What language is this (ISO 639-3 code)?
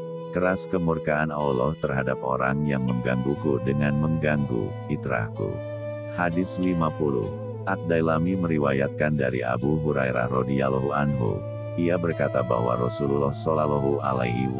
ind